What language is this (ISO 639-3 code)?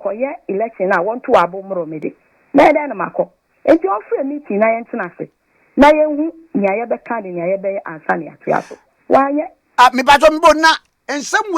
aka